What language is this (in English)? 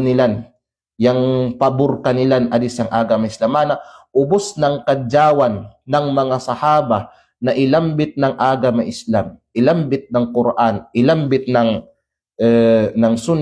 Kalagan